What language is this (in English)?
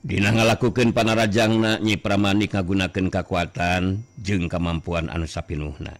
Sundanese